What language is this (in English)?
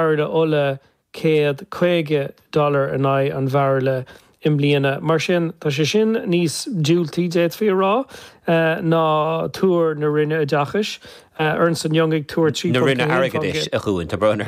Irish